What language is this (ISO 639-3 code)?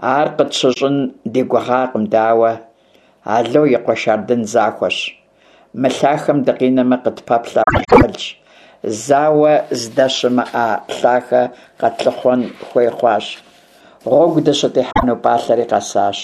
kbd